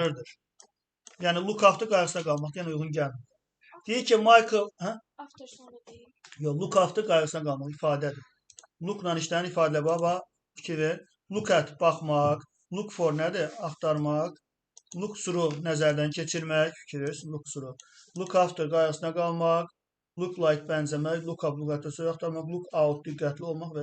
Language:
Azerbaijani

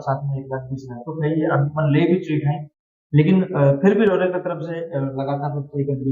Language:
Sadri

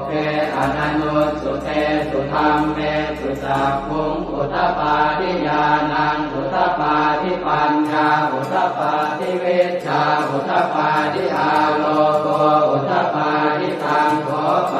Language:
Pali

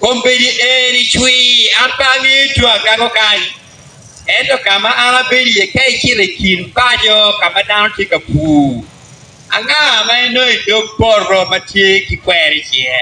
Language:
Acoli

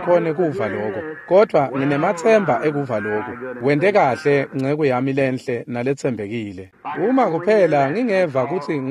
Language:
Swati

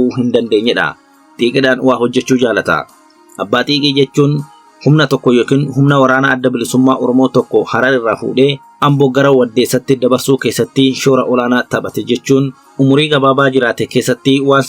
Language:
Oromo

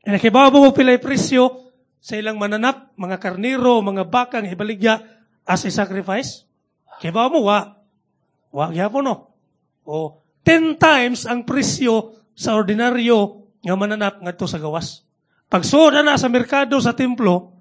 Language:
Cebuano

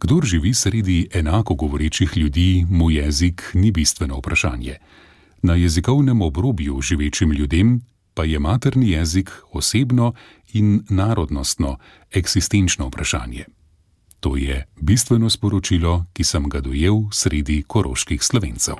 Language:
Slovenian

